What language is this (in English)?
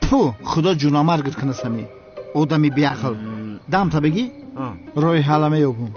Tajik